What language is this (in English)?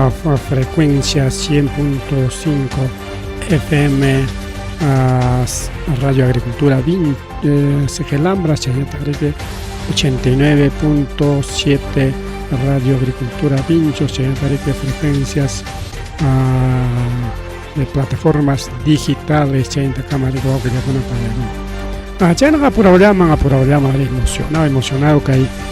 Ayacucho Quechua